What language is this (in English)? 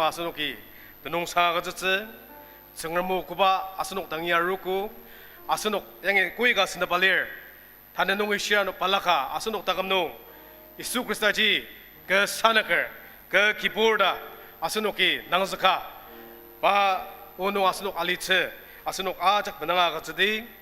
Ao Naga